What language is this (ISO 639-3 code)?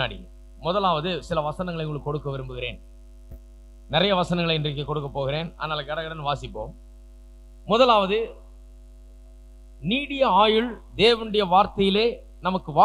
tam